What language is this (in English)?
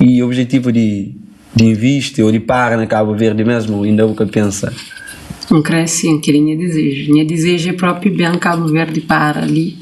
Kabuverdianu